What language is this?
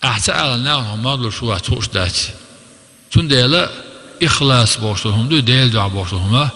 Chechen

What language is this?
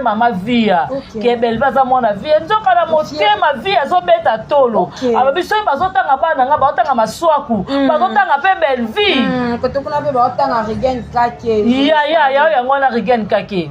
Lingala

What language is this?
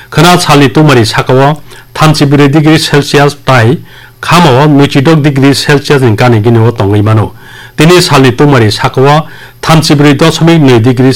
Kok Borok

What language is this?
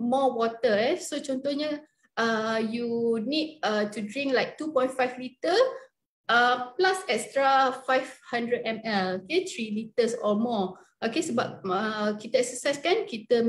Malay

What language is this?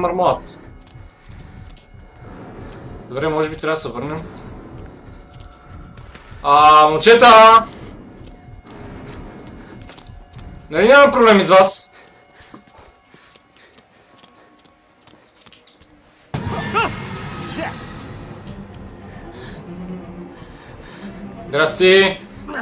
Bulgarian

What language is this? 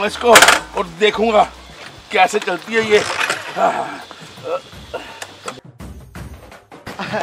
Hindi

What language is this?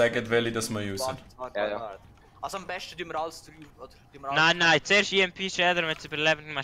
Swiss German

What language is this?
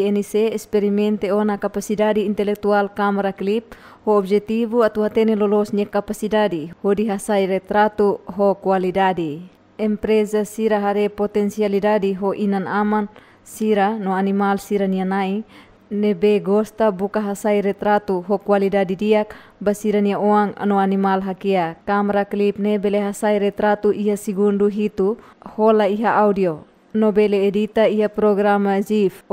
Tetum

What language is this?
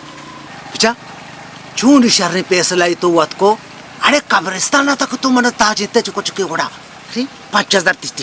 Baluchi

